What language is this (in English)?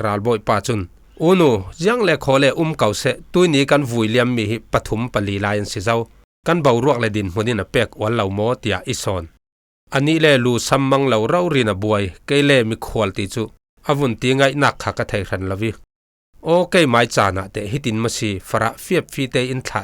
Falam Chin